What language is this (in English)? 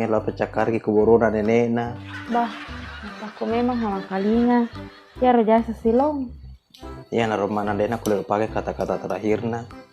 Buginese